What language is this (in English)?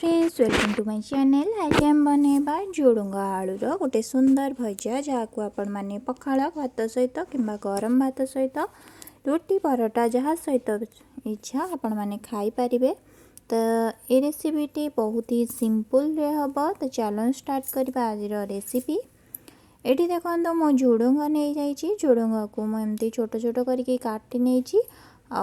Odia